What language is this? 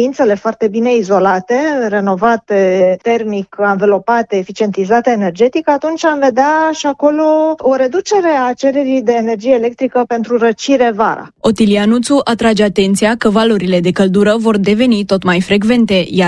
Romanian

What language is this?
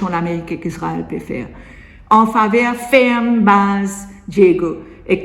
Morisyen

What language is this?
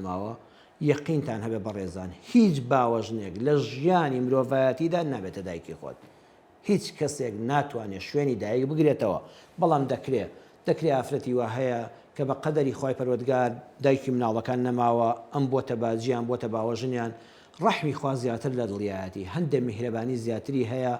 Central Kurdish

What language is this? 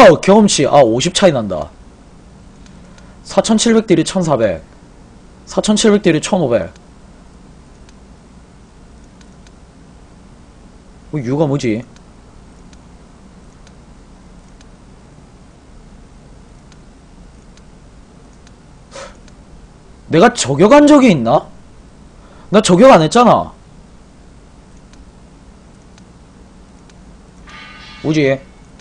Korean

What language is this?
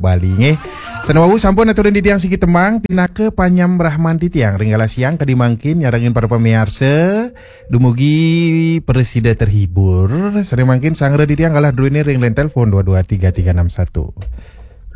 Balinese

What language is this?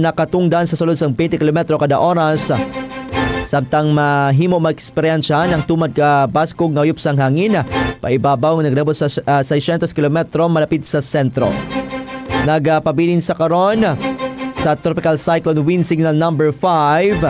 Hiligaynon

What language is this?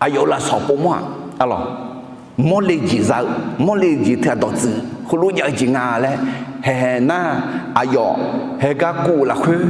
Akha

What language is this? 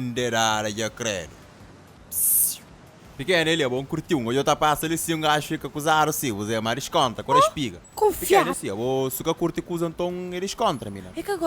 Kabuverdianu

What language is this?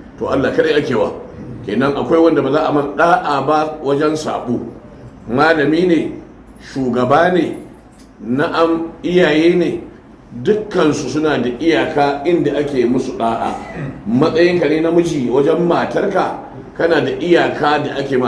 Hausa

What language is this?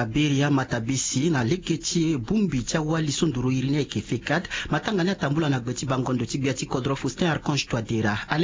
Sango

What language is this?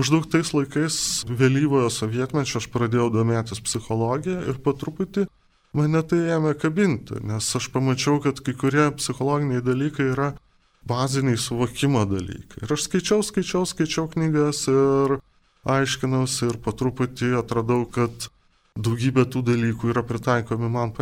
Lithuanian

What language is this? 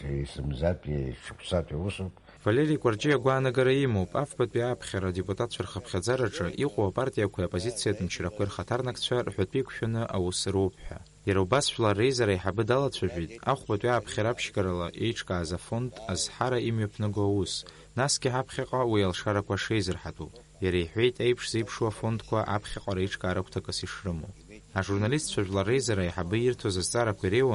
Abkhazian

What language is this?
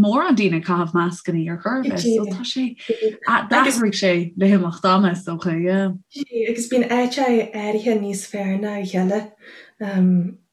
Irish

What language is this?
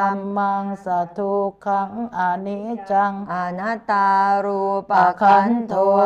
Pali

